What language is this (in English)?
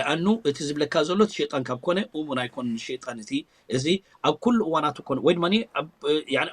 Tigrinya